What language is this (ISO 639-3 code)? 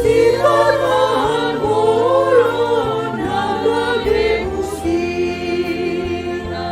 bts